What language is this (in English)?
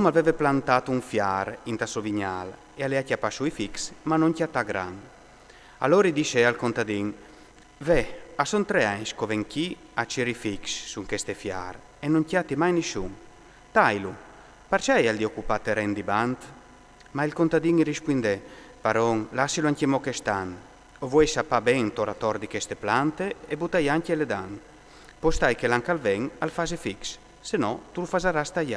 Friulian